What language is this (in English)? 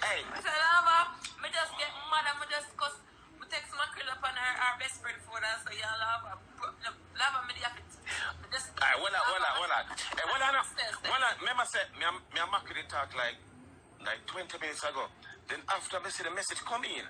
Jamaican Creole English